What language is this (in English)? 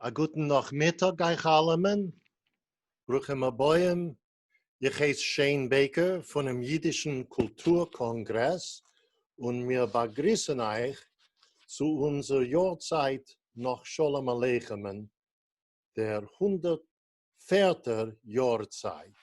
Yiddish